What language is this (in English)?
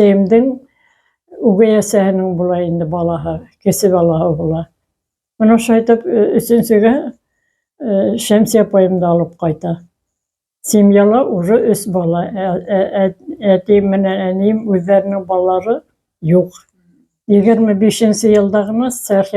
Bashkir